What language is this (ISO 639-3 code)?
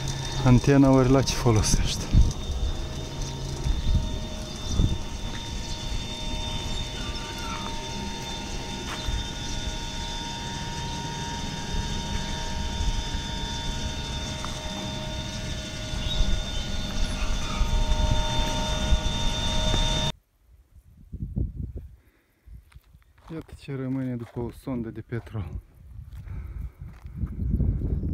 ron